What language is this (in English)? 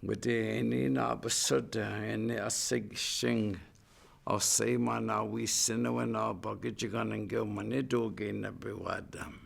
Chippewa